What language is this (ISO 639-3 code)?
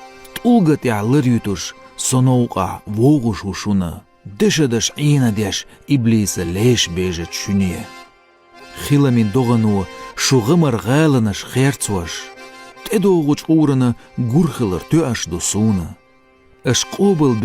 che